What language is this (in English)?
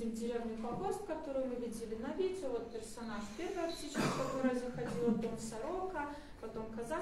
Russian